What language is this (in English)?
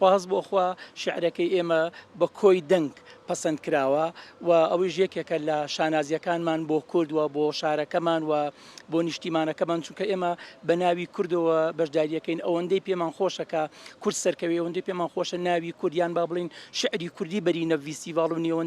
Central Kurdish